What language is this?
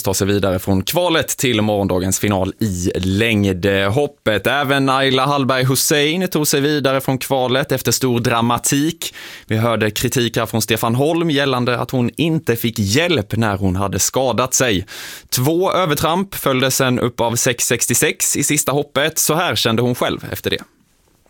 Swedish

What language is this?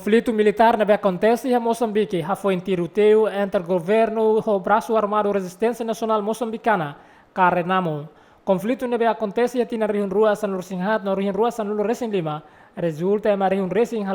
Tetum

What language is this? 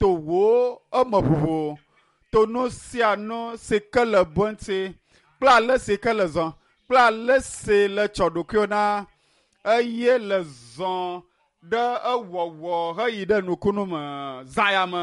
Ewe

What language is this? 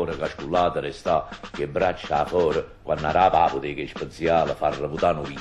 Neapolitan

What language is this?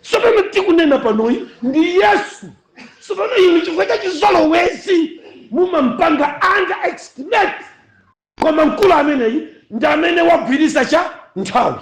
Nyanja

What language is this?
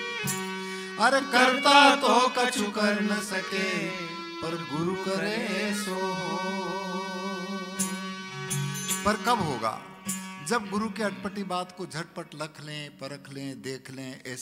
Hindi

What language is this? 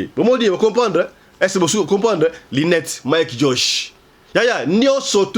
Lingala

